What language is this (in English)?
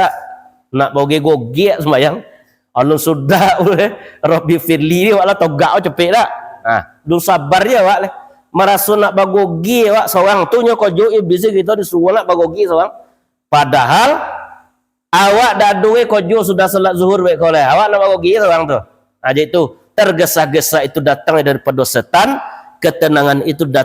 Minangkabau